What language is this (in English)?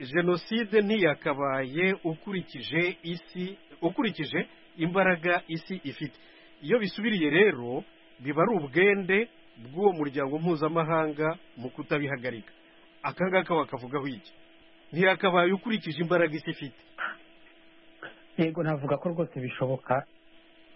Kinyarwanda